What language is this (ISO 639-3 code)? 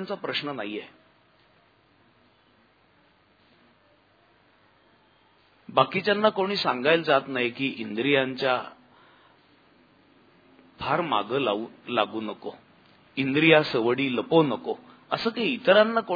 mar